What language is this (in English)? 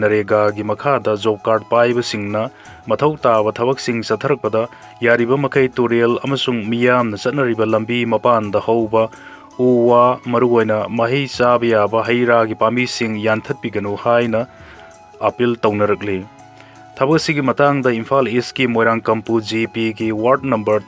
Manipuri